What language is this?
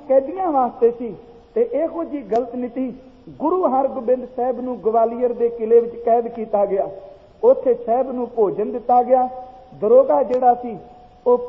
Punjabi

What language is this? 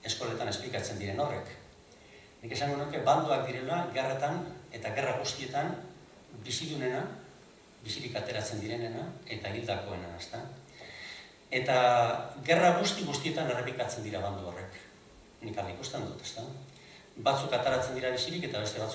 Basque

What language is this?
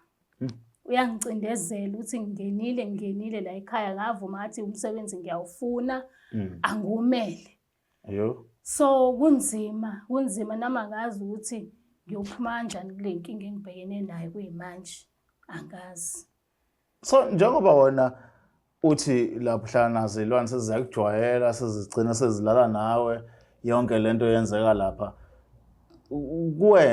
Zulu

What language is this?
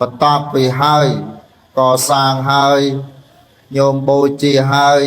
Khmer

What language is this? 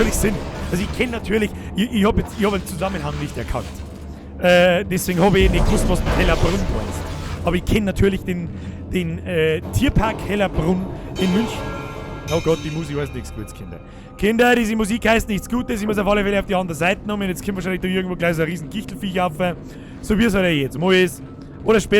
Bavarian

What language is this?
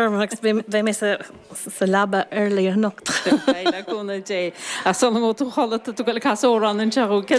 Irish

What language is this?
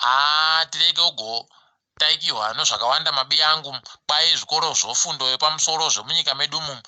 Ndau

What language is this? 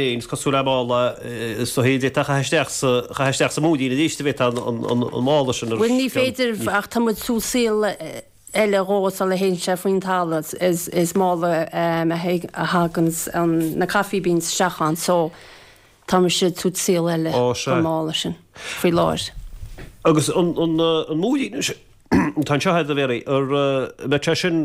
Irish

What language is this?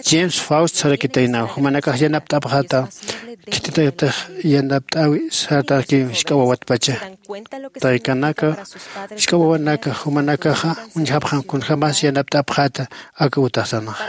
Aymara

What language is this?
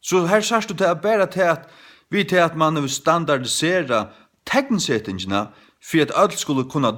Faroese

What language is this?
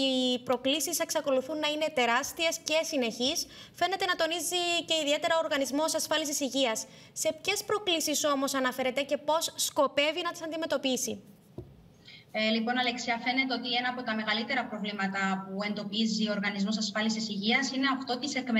Greek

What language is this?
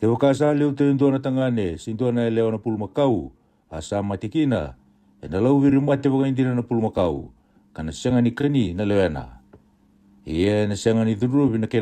Fijian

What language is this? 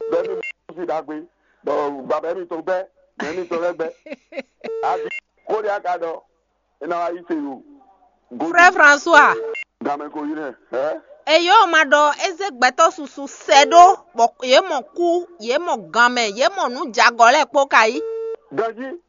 Fon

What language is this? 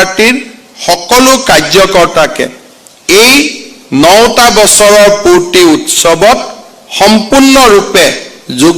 Assamese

